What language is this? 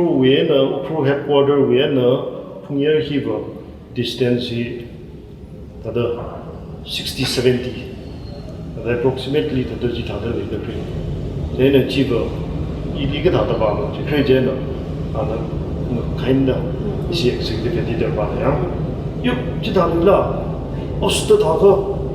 Tangkhul Naga (India)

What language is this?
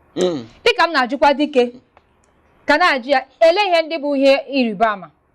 Igbo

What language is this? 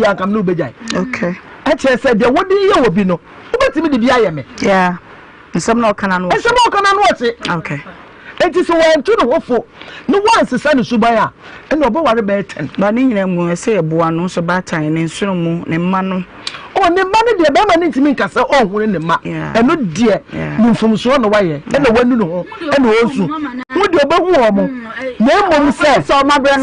Akan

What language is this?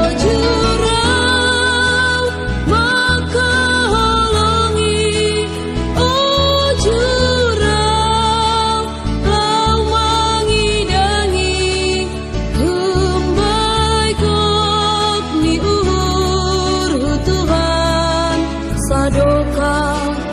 Batak Simalungun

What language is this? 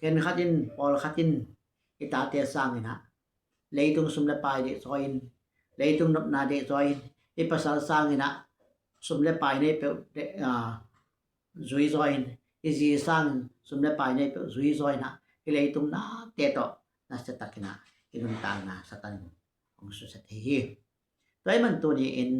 Tedim Chin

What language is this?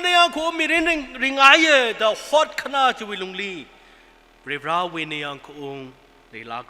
Tangkhul Naga (India)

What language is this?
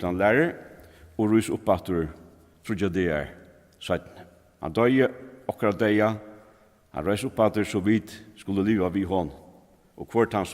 Faroese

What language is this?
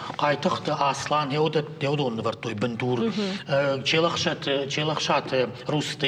Ossetic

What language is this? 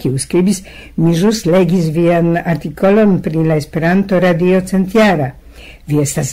Esperanto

